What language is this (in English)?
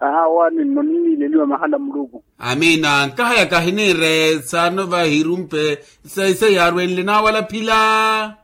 Makhuwa